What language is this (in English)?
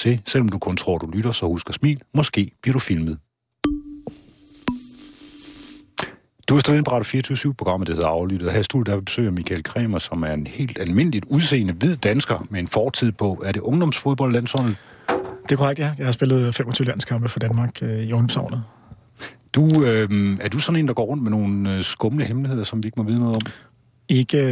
Danish